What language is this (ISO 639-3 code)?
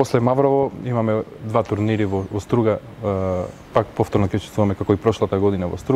mkd